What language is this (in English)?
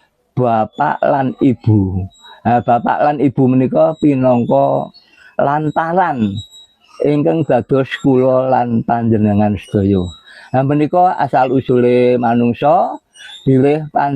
Javanese